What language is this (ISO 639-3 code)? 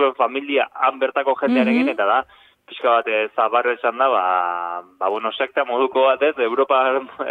eus